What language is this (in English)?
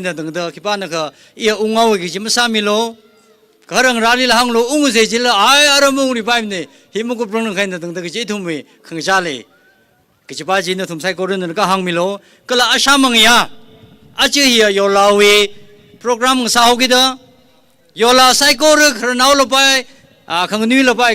Tangkhul Naga (India)